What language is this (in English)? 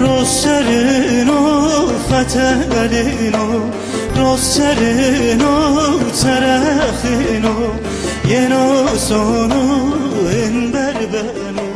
Zaza